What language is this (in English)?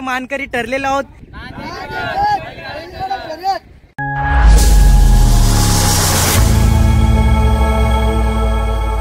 Marathi